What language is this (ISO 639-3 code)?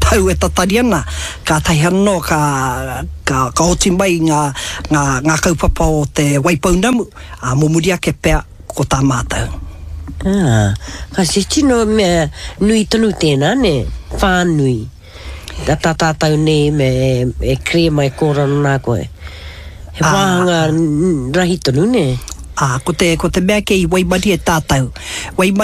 mri